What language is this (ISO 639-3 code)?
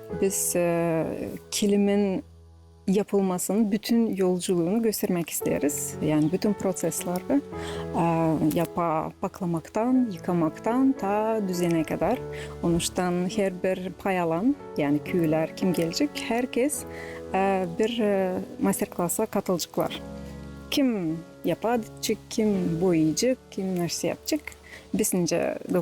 gag